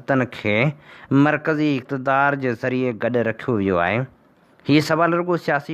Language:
Sindhi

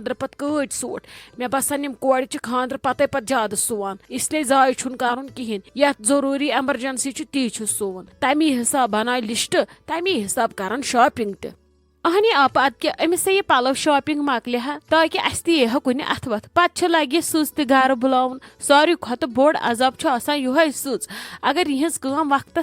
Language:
Kashmiri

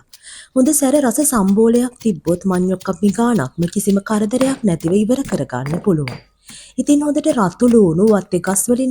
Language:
Sinhala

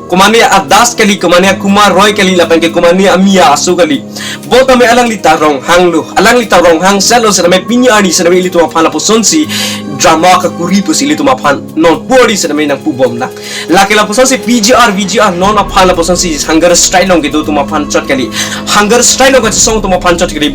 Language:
Karbi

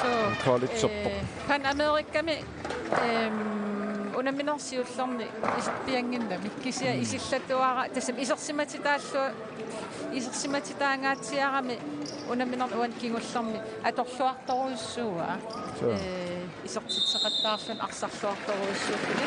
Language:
Kalaallisut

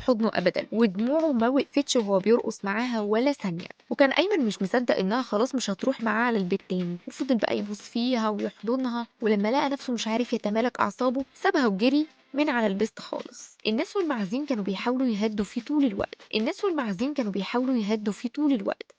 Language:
Egyptian Arabic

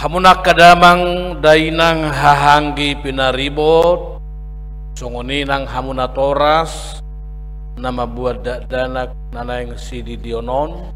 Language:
Batak Toba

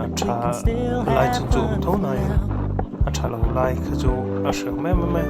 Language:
Mizo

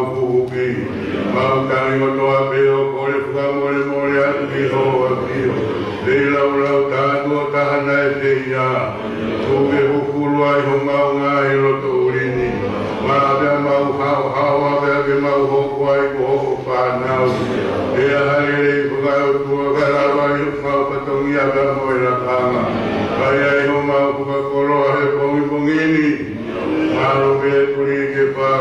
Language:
Tongan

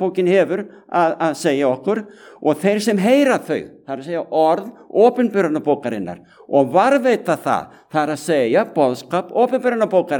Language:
Icelandic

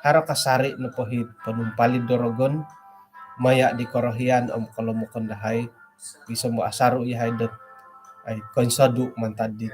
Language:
Central Dusun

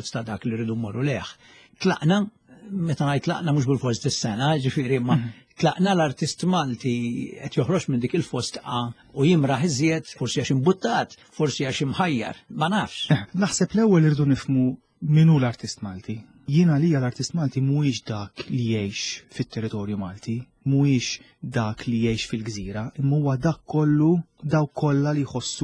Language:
Maltese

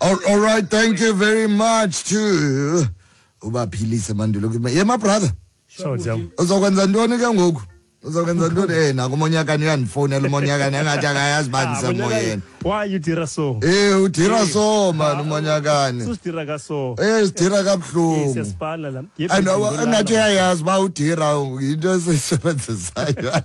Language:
Xhosa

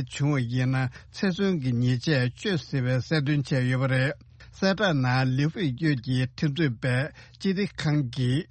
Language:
Tibetan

